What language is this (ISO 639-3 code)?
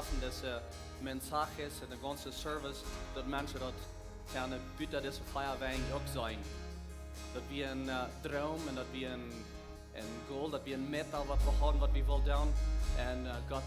pdt